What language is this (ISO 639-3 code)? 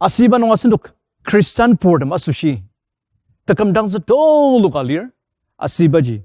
njo